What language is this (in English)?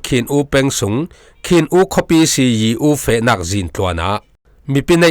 Falam Chin